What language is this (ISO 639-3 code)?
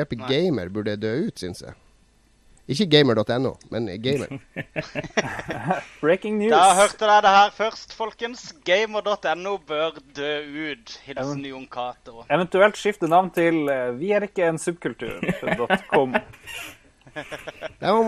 nor